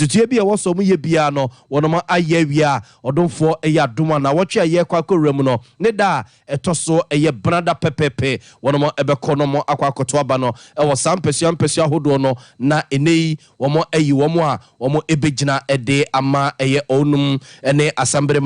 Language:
Akan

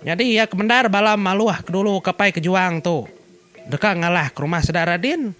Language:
Iban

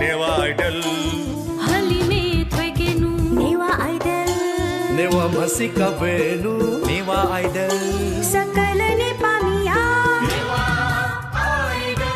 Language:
Newari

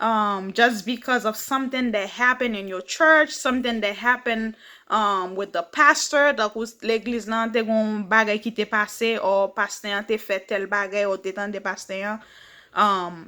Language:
Haitian Creole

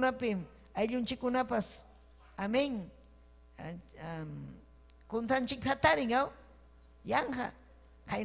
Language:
Ayacucho Quechua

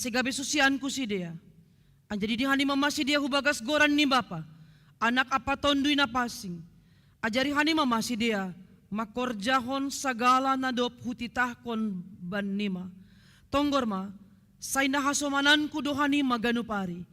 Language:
Batak Simalungun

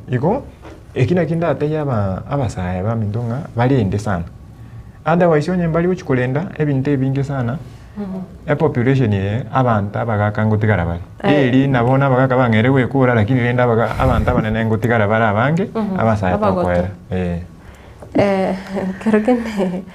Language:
Gusii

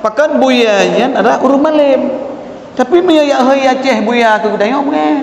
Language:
Achinese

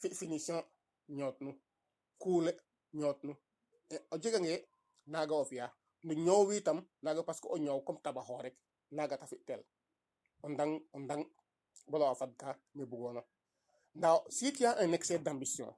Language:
Serer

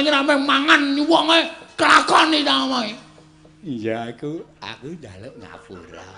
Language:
Javanese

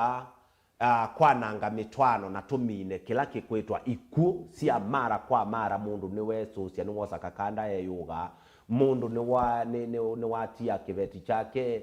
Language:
Kamba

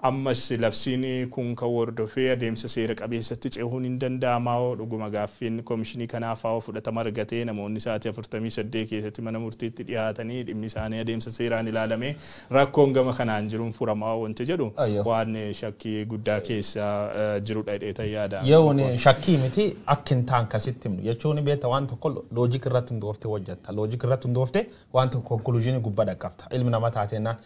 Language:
Oromo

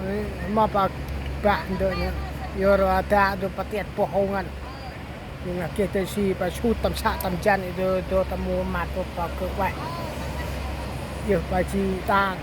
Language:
Central Mnong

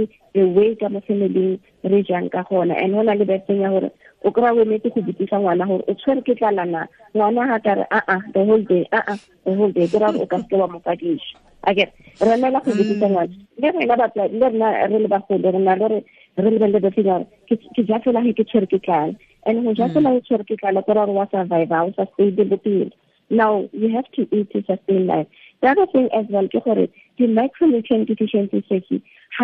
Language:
Tswana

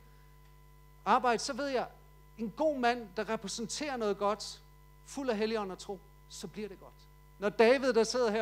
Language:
Danish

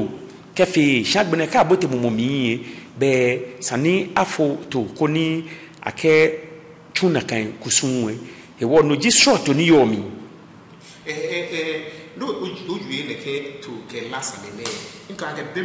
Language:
Ga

